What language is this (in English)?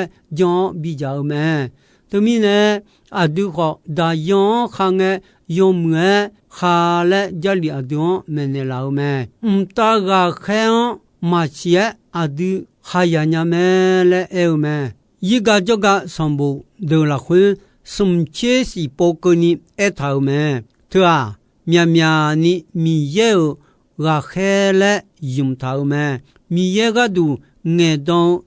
Akha